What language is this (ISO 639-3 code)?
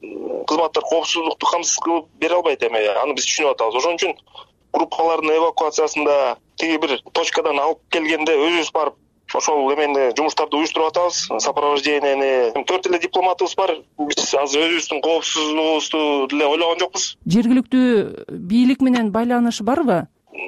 kir